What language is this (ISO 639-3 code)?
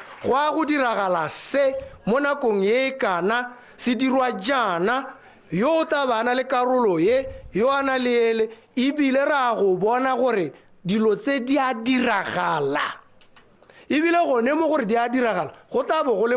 tsn